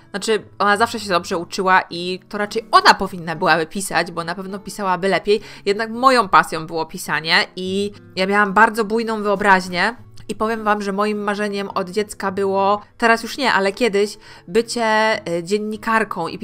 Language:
Polish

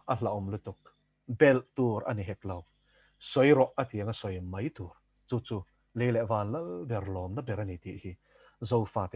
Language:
Mizo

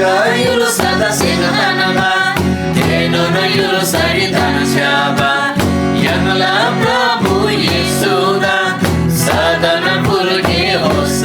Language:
Eastern Tamang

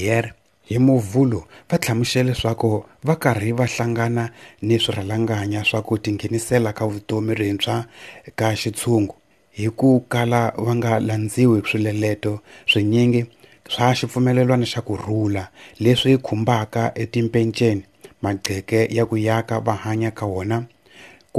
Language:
Tsonga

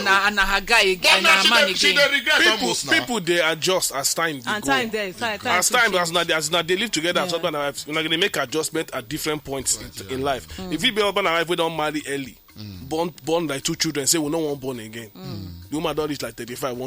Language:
Nigerian Pidgin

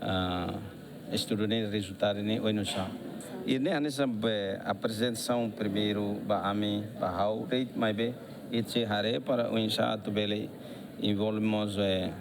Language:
Tetum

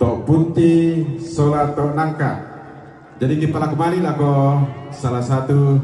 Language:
Toraja-Sa'dan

